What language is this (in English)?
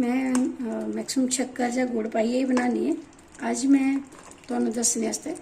Dogri